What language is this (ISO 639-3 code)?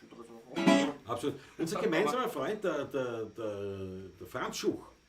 bar